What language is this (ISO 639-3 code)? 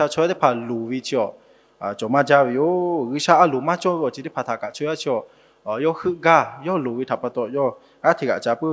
lhu